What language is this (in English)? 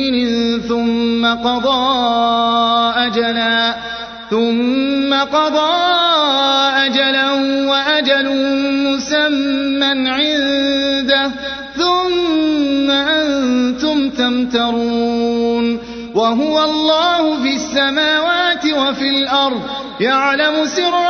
Arabic